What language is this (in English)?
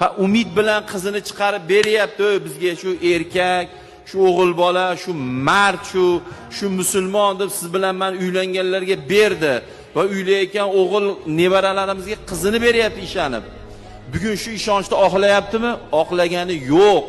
Uzbek